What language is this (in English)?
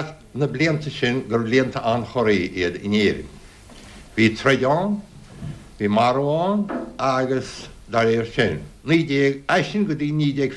Irish